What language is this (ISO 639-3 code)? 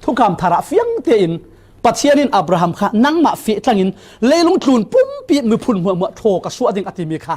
cfm